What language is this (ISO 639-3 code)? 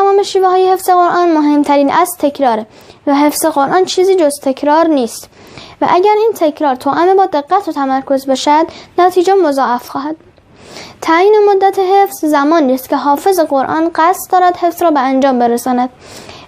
tgk